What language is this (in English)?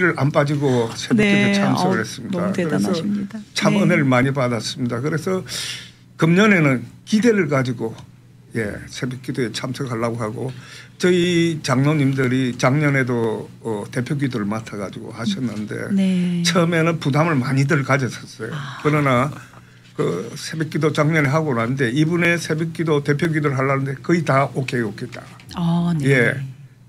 Korean